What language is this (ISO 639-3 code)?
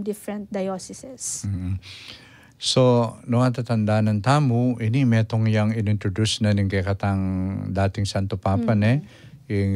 pam